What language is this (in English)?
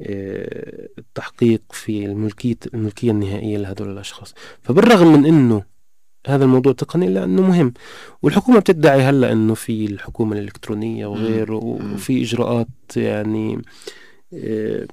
North Levantine Arabic